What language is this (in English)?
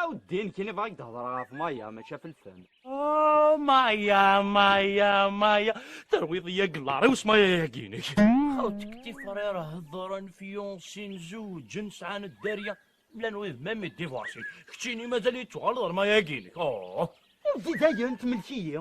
Kabyle